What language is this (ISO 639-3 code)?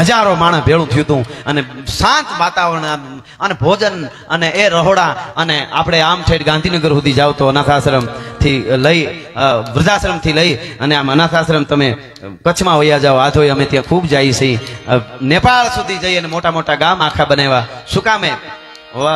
guj